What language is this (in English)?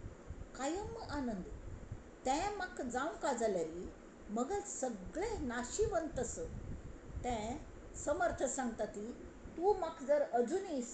Konkani